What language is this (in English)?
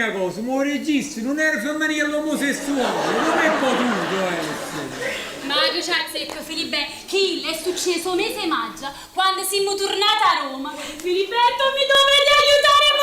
Neapolitan